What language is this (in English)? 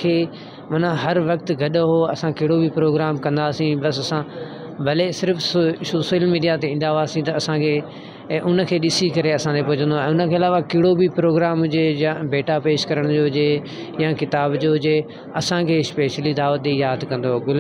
Sindhi